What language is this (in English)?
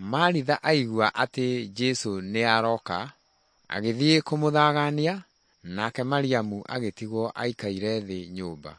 Kikuyu